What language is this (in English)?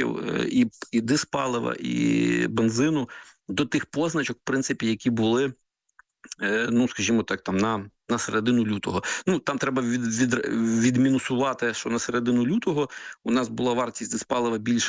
Ukrainian